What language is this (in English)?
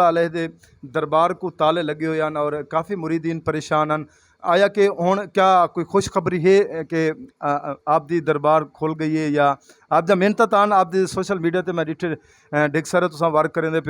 Saraiki